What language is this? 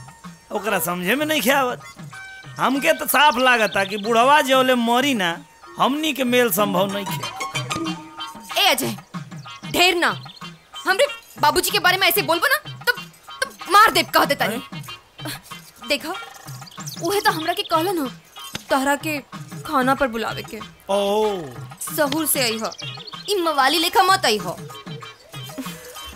Bhojpuri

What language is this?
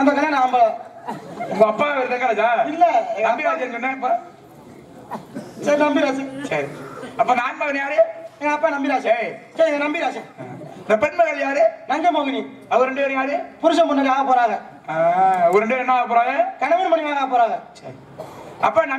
Tamil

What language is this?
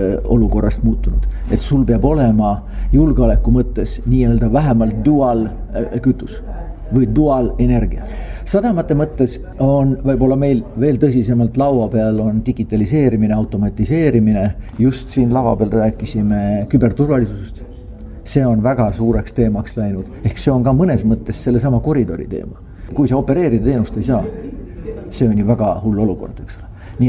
Estonian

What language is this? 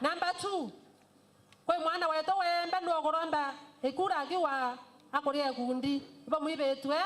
Meru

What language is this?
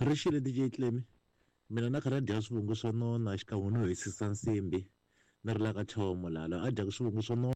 Tsonga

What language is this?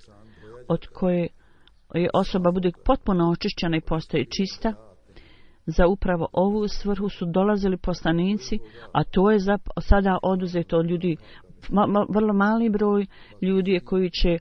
Bosnian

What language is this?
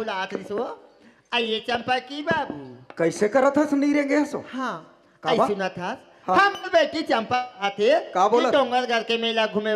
Chhattisgarhi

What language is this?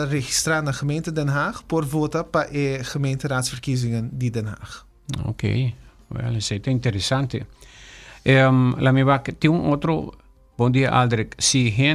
Papiamento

